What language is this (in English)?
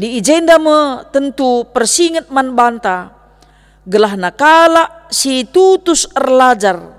Batak Karo